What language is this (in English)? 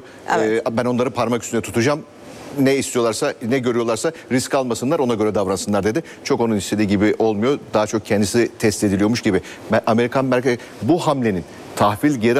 Turkish